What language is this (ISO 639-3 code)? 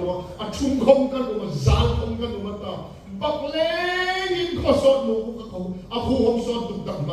hmr